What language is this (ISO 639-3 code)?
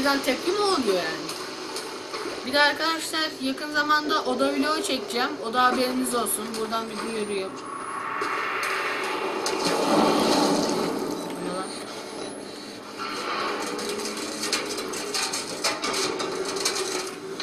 tur